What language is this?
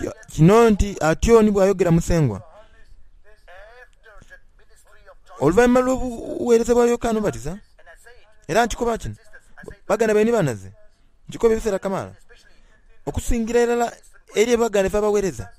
Soga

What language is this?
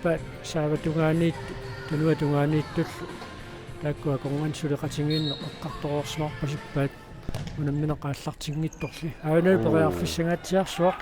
Kalaallisut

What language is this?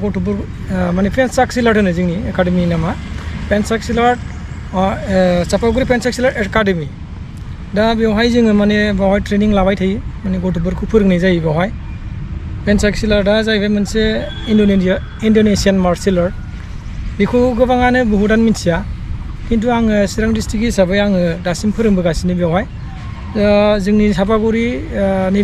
Bodo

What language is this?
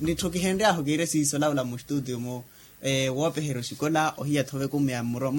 Makhuwa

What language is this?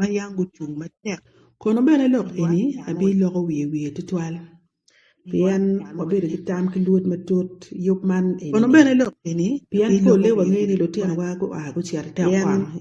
Acoli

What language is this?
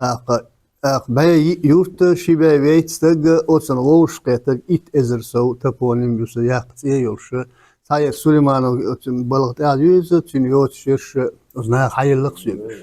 Chechen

